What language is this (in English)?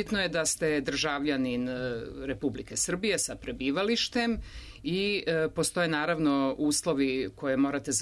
Serbian